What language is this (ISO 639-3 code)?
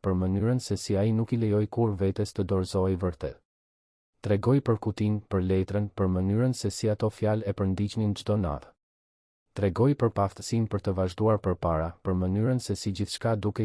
sqi